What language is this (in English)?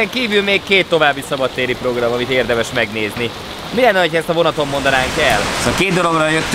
Hungarian